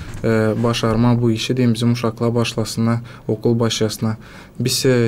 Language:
Gagauz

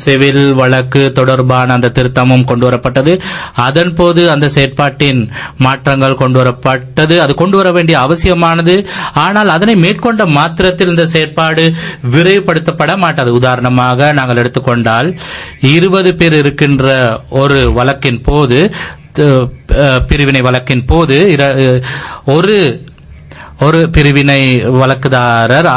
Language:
Tamil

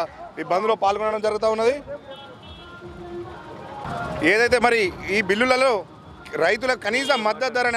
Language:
Telugu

